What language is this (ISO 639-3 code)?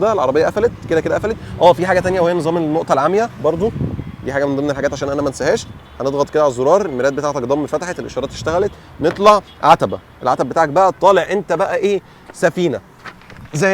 arz